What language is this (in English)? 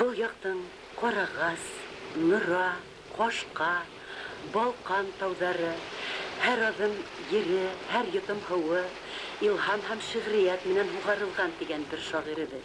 Bashkir